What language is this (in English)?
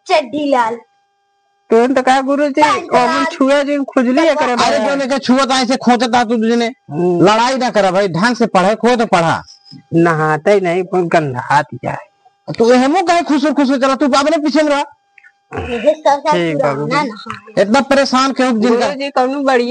Awadhi